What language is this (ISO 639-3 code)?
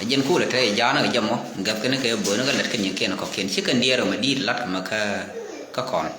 nus